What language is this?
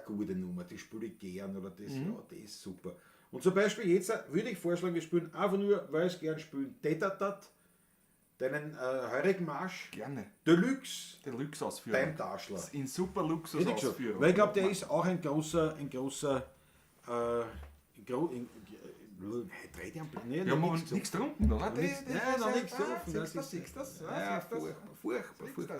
Bavarian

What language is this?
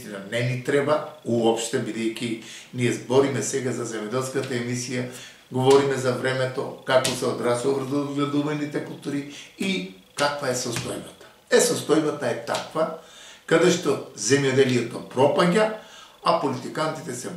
Macedonian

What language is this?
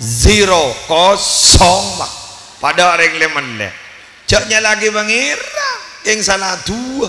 Madurese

